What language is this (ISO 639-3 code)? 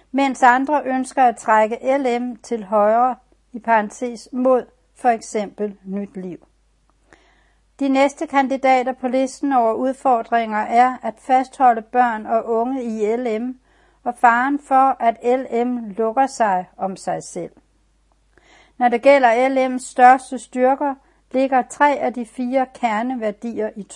dan